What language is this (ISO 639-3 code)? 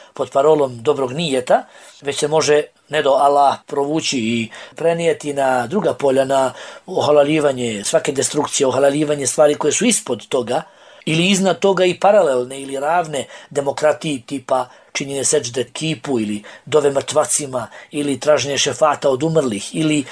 bos